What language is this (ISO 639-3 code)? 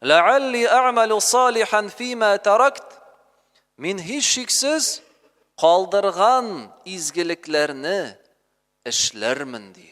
tat